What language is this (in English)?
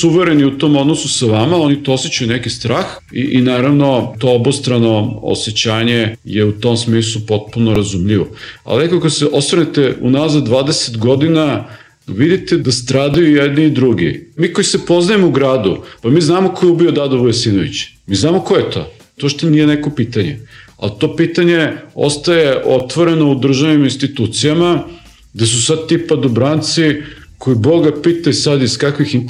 Serbian